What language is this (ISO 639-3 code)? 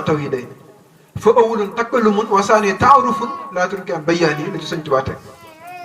wol